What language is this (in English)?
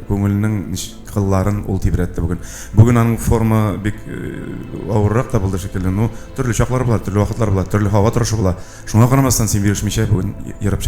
Tatar